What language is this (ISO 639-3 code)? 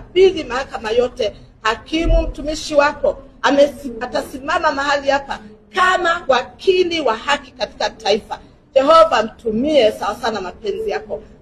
swa